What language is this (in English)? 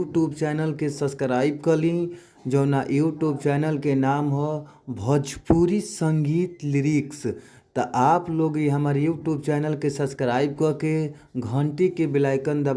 Bhojpuri